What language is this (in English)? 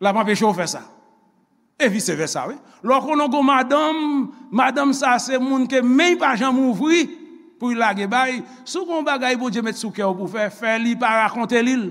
Haitian Creole